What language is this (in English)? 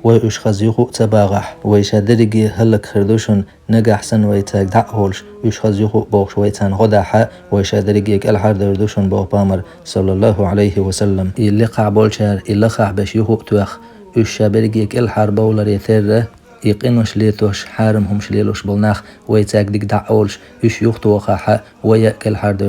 Chechen